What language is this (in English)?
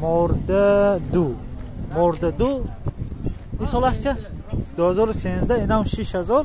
Tajik